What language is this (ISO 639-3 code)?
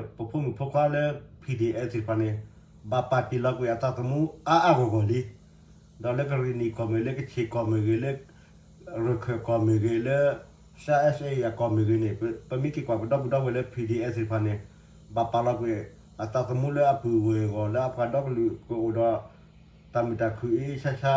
ksw